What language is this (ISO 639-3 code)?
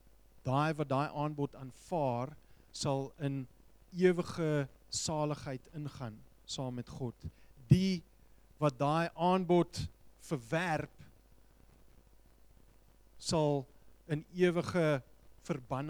afr